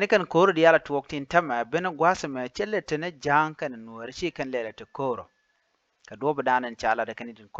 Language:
Nuer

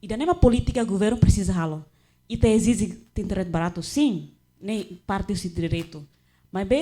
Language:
Tetum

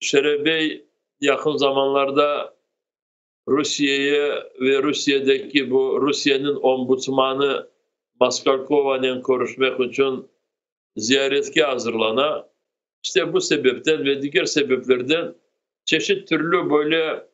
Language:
Crimean Tatar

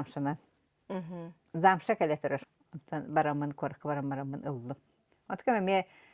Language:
Yakut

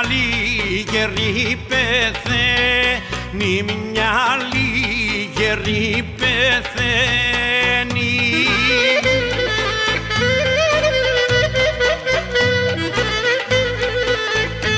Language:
Greek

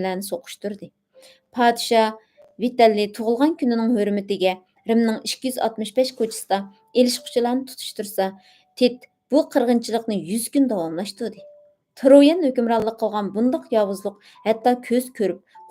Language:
Uyghur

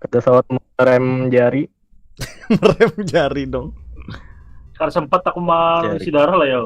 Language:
Banjar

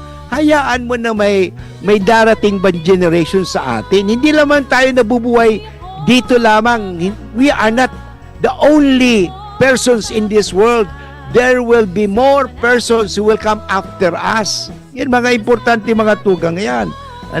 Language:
Bikol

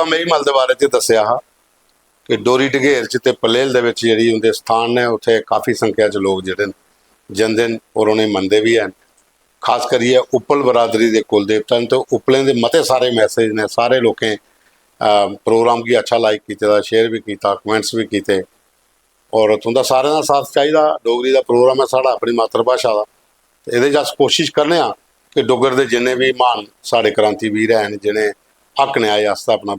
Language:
Dogri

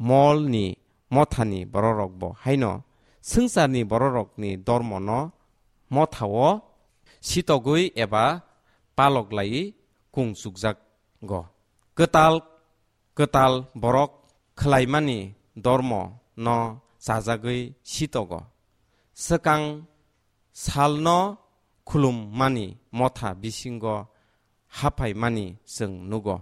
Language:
Kok Borok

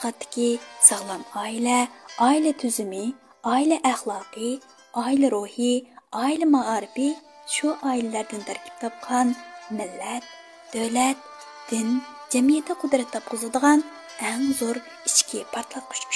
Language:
Uyghur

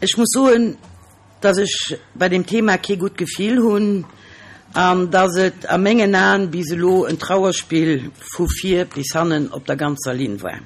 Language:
Luxembourgish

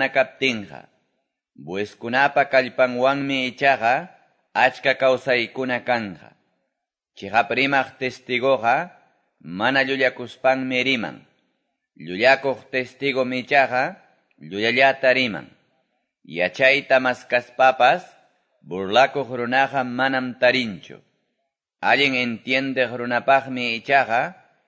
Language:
Quechua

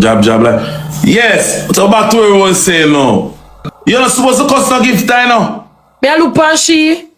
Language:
Jamaican Creole English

